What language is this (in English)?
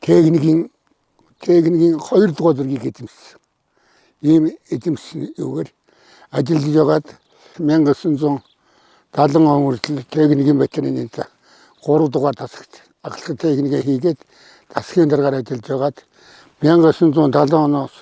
Mongolian